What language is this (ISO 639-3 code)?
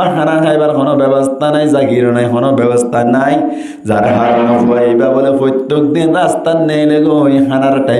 rhg